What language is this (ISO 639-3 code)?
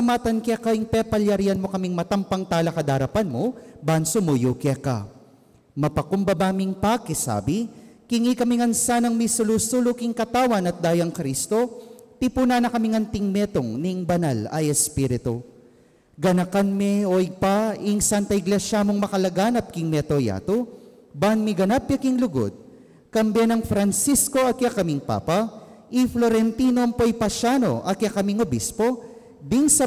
pam